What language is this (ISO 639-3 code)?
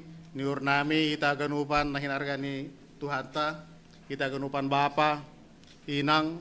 bts